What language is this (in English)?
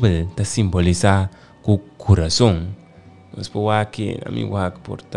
Papiamento